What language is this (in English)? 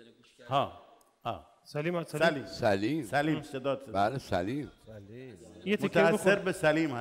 Persian